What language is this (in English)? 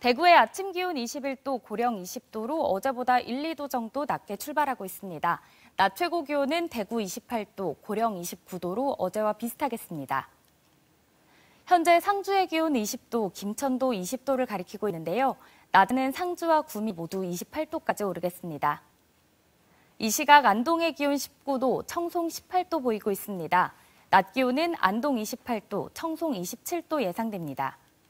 Korean